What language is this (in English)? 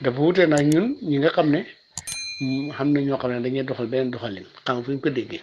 Wolof